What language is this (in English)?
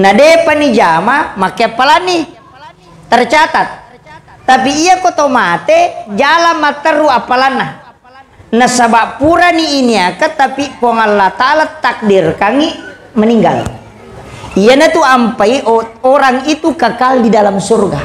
Buginese